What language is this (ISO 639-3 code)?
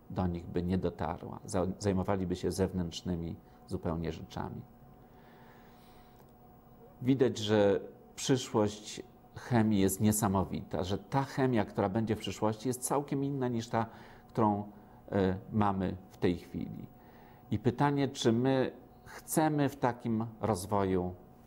pol